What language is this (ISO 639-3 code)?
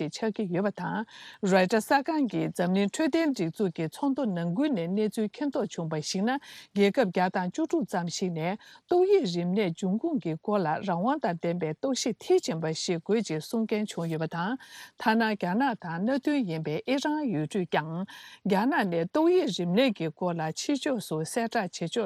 bod